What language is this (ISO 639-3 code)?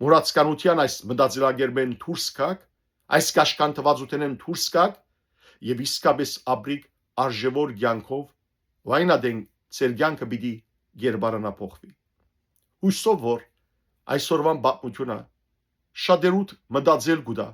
hyw